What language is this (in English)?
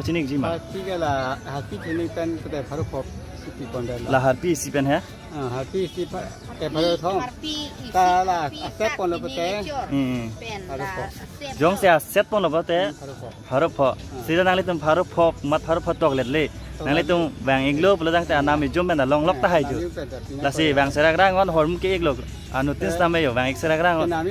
Karbi